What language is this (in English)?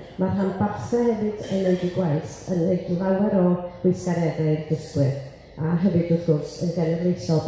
Welsh